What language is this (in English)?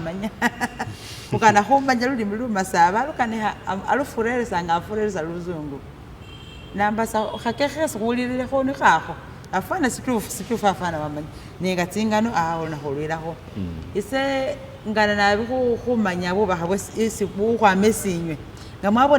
Masaaba